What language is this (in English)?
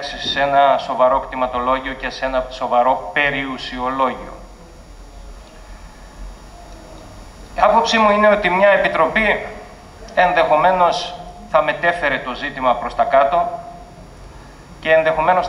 Greek